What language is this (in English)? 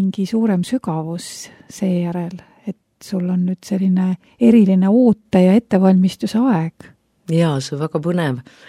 Estonian